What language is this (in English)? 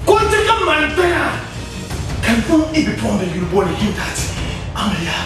Dagbani